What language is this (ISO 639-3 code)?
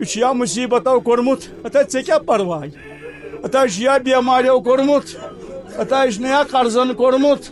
kas